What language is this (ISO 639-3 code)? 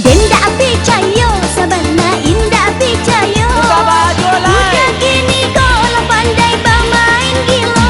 min